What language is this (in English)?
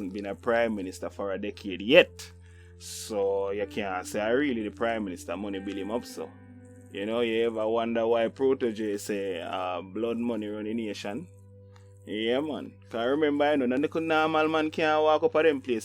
Jamaican Creole English